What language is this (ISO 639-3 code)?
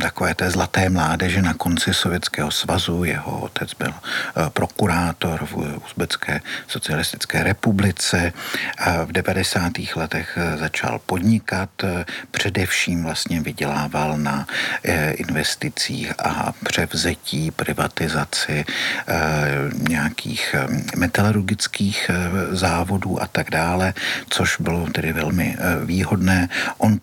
ces